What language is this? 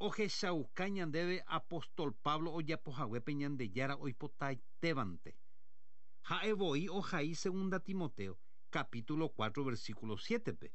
Guarani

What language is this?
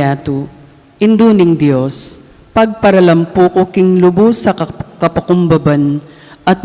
Pampanga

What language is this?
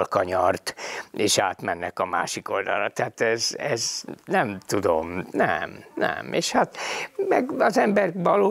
Hungarian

